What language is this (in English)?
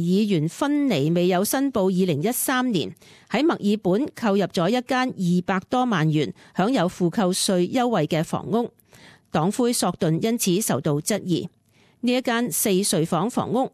Cantonese